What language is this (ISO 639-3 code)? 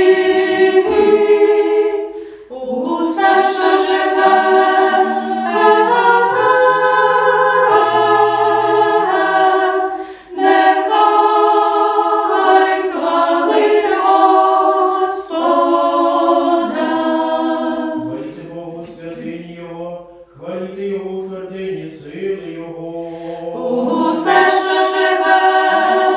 ukr